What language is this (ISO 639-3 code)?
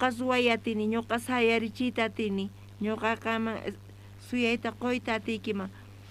quh